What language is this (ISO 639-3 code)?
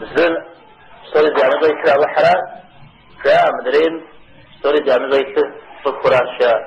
kbd